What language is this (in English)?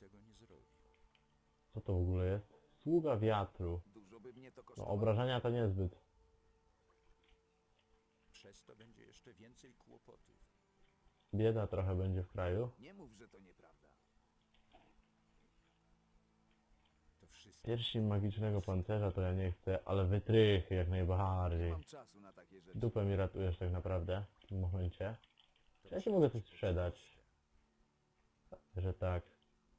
Polish